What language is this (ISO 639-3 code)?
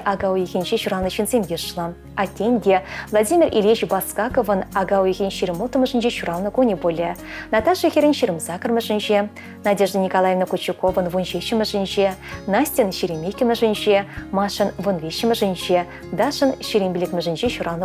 chv